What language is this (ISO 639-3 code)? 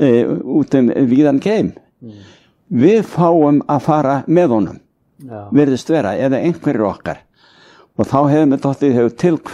isl